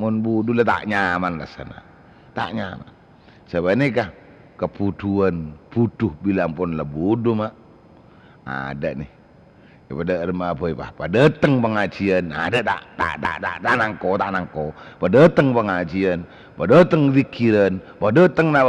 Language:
Madurese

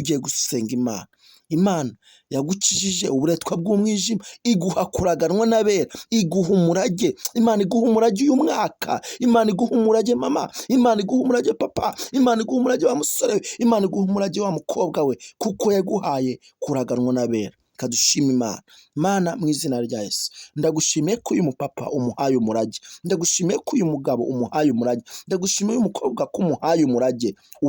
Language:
Kinyarwanda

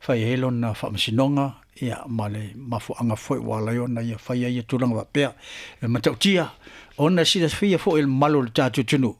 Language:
Samoan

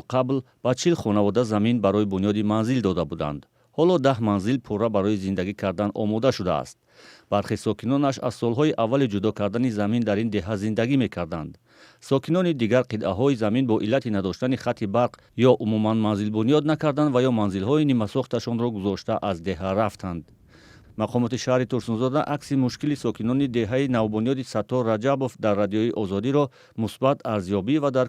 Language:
Tajik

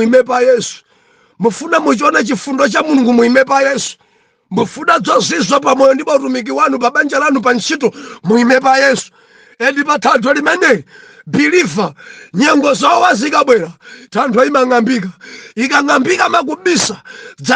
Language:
Nyanja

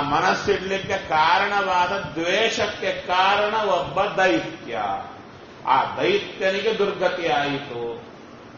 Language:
Kannada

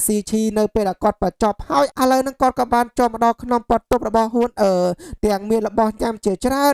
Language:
Khmer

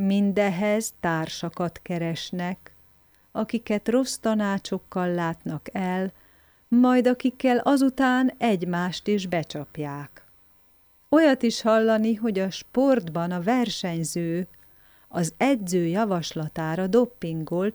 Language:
Hungarian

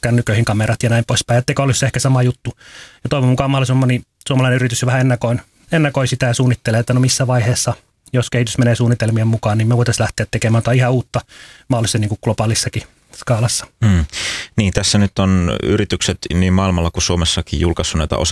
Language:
Finnish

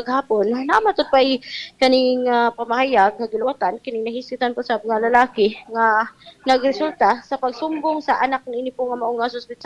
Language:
Cebuano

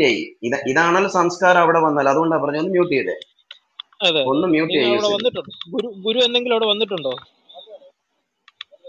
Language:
Malayalam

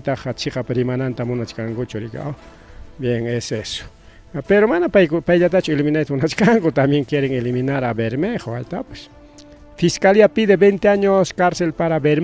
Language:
Ayacucho Quechua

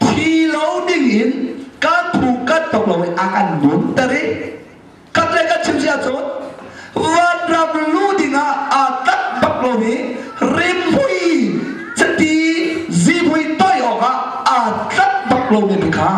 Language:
Hakha Chin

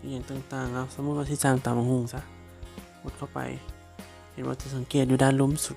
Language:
Lao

